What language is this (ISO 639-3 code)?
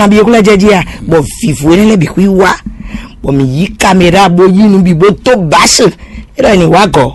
fon